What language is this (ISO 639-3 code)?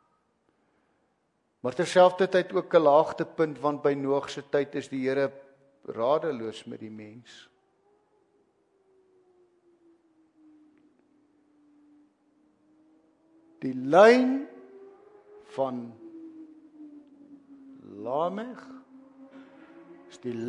afr